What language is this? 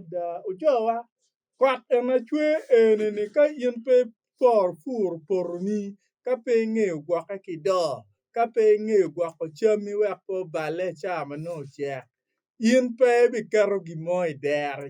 Acoli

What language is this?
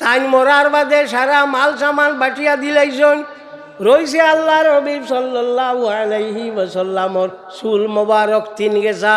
Sylheti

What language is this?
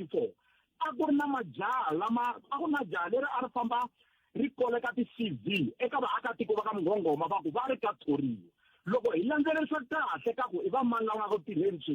Tsonga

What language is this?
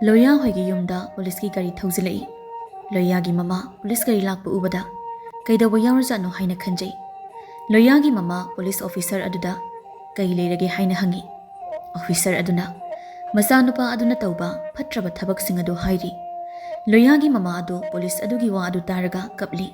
Manipuri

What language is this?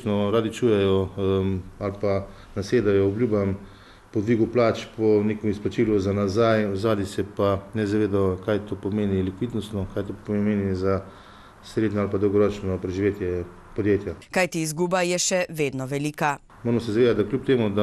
Slovenian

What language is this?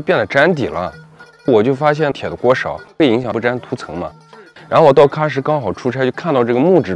Chinese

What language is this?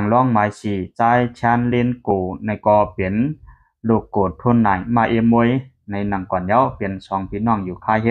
Lao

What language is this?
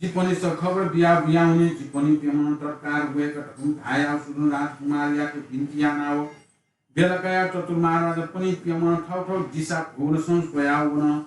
Newari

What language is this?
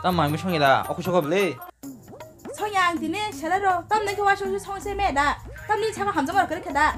Kok Borok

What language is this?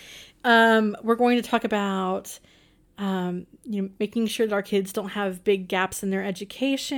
English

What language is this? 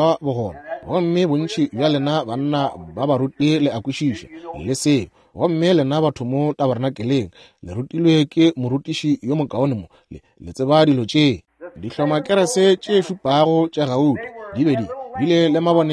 Northern Sotho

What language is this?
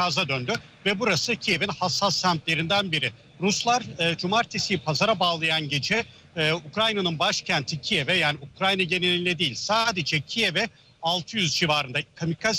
Turkish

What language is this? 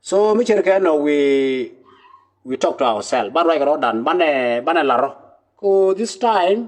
Nuer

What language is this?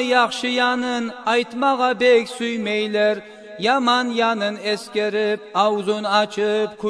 Kumyk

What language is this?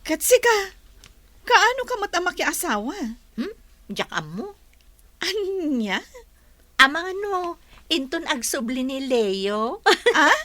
Iloko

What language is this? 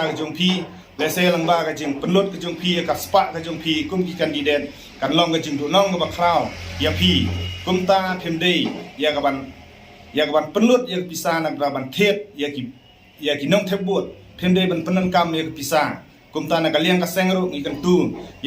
Khasi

